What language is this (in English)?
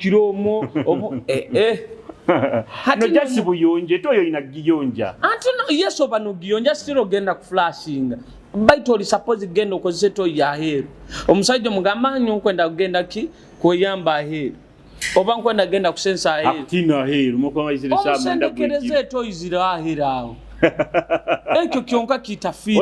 Nyoro